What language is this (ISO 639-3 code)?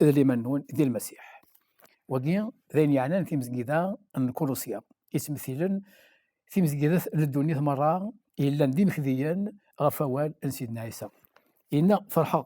kab